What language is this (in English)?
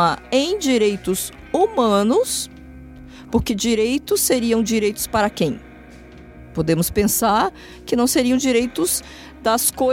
Portuguese